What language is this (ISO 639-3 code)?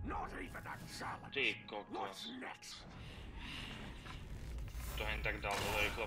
slk